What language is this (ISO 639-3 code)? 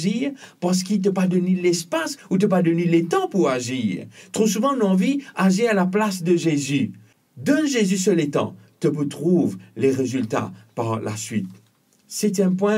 mfe